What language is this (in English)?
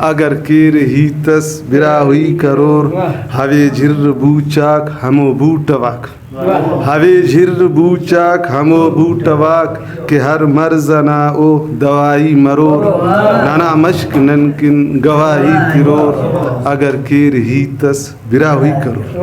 Brahui